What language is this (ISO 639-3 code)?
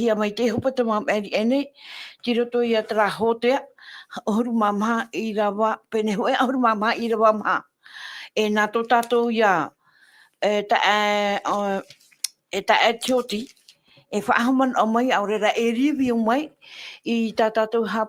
tah